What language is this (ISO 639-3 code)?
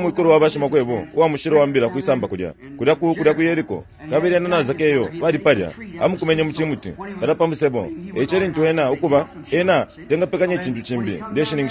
bem